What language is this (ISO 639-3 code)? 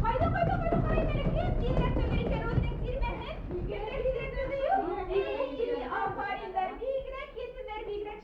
bak